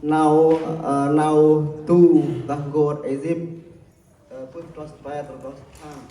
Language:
Central Mnong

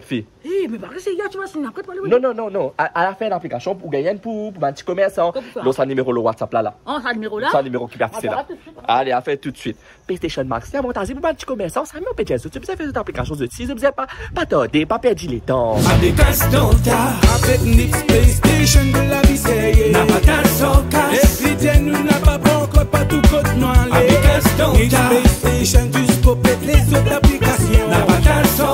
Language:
Morisyen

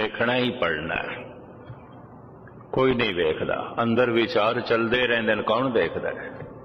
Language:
Punjabi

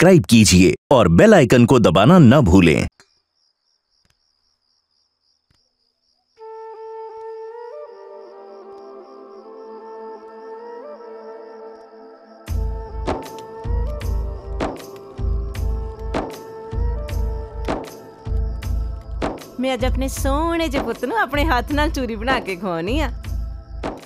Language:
Punjabi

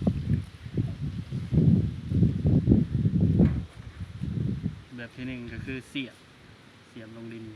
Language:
Lao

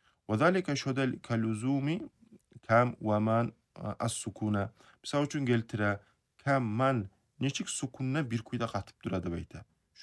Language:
Kumyk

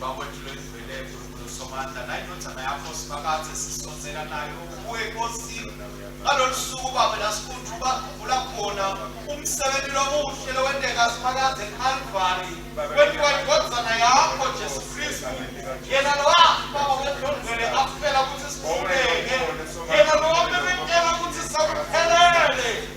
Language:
Swati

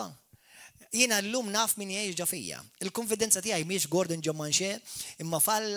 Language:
Maltese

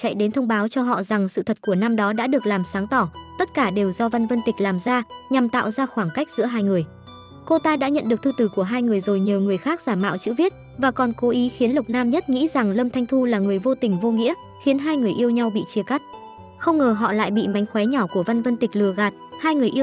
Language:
Vietnamese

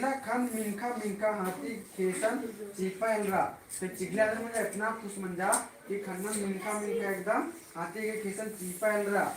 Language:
Kurukh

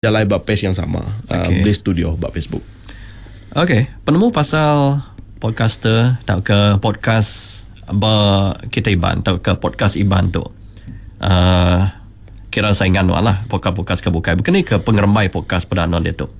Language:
Iban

